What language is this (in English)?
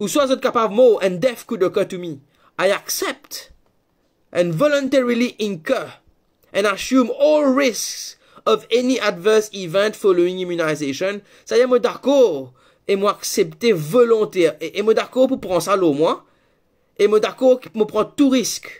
Morisyen